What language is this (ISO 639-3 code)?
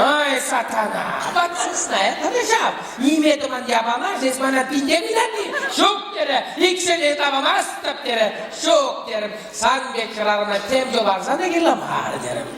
chv